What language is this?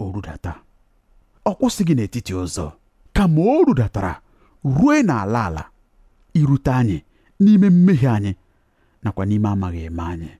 Igbo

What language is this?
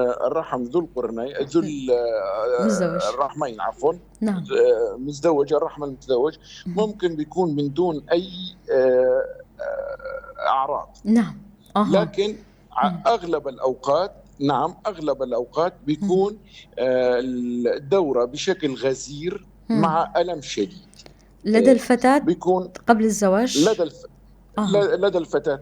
North Levantine Arabic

